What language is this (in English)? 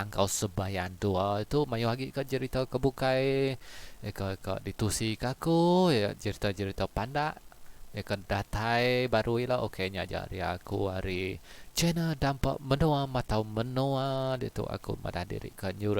Iban